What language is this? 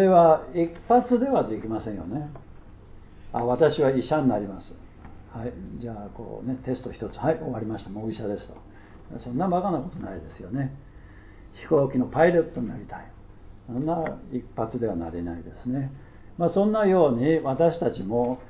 Japanese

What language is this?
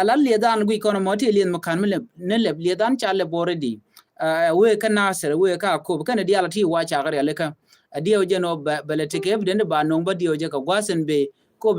Nuer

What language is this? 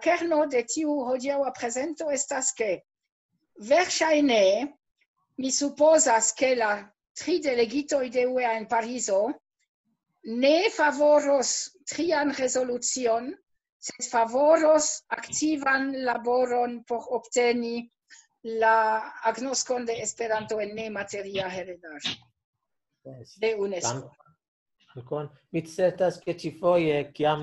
Esperanto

